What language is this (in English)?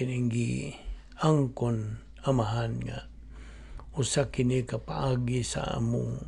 Cebuano